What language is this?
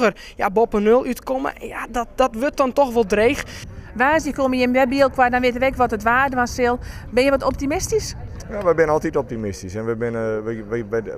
Western Frisian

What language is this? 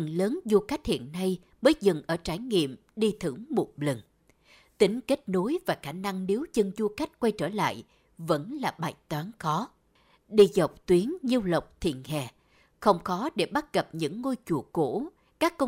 Vietnamese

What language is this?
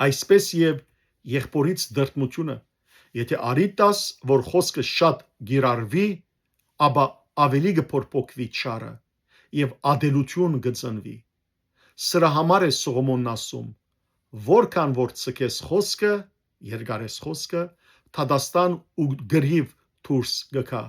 Western Armenian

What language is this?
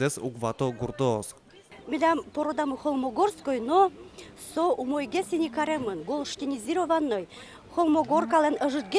Udmurt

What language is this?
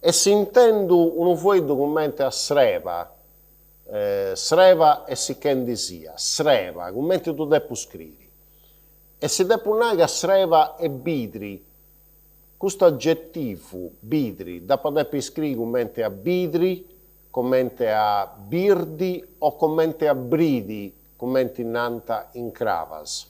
Sardinian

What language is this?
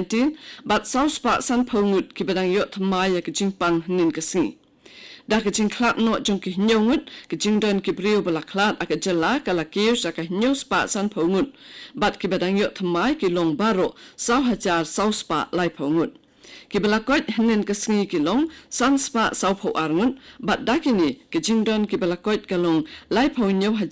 Khasi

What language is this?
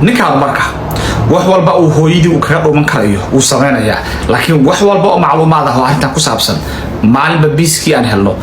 Somali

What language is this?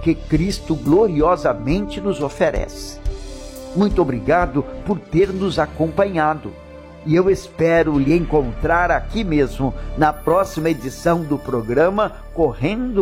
Portuguese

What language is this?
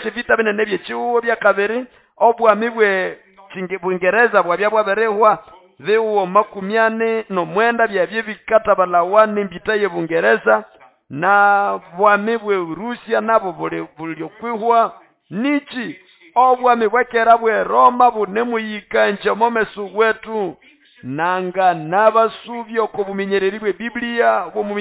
Nande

